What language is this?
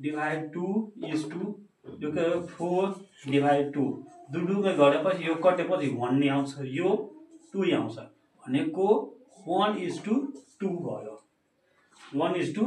Nepali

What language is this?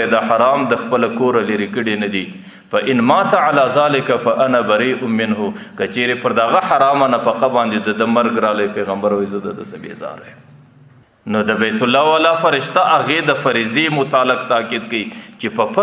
Pashto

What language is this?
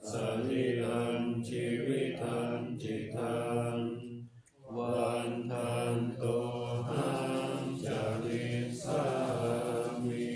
Pali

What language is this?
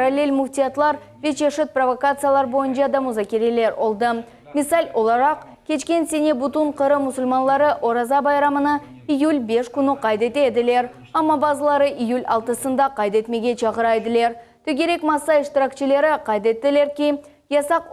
Crimean Tatar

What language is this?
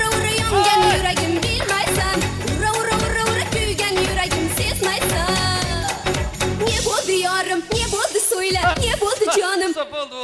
Kara-Kalpak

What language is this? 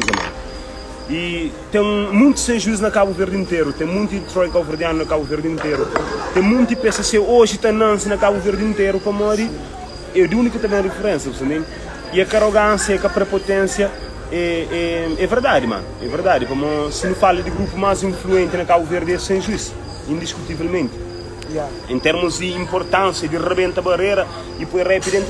Kabuverdianu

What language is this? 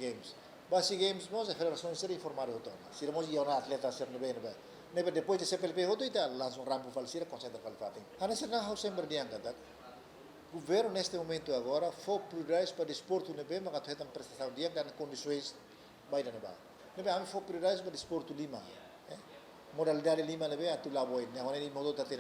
Tetum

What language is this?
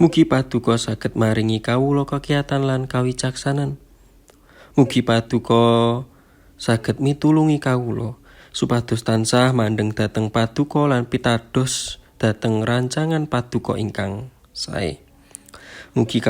Javanese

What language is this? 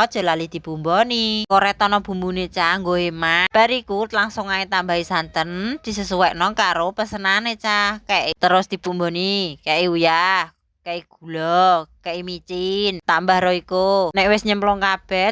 Javanese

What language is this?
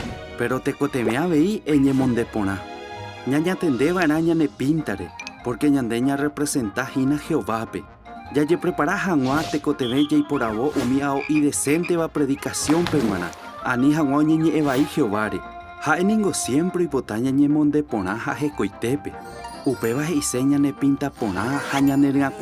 Guarani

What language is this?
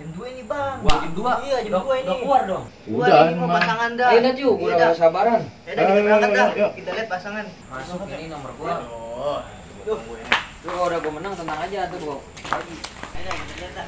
Betawi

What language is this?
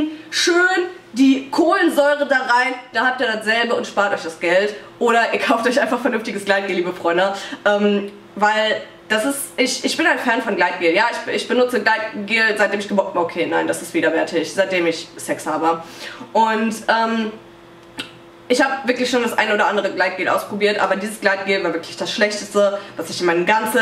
German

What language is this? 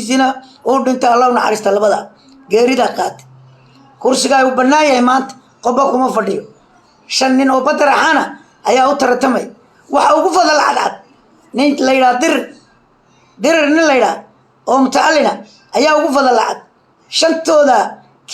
Somali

